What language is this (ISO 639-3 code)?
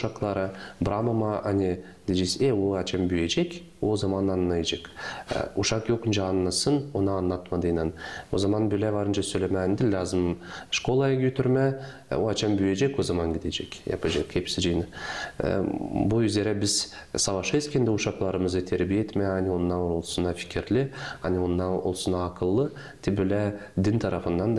gag